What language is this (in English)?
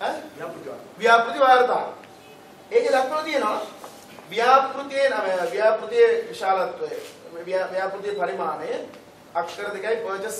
Sinhala